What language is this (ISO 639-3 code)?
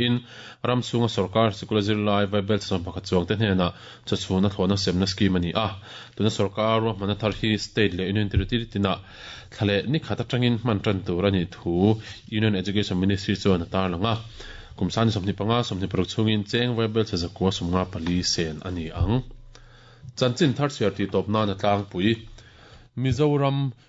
lus